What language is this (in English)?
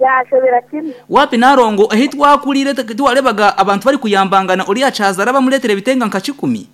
Nyankole